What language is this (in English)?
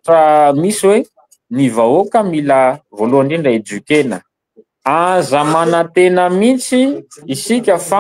Malagasy